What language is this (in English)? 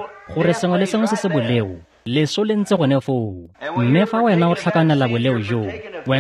Tswana